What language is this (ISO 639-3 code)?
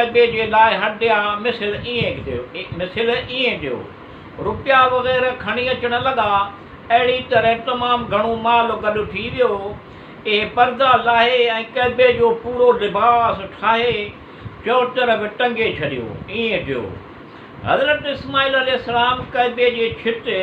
snd